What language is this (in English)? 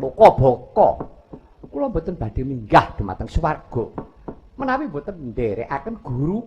Javanese